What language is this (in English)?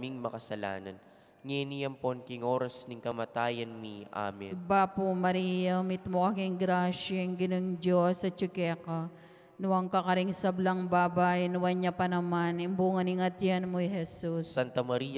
Pampanga